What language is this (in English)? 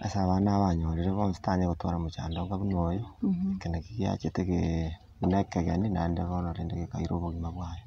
Gusii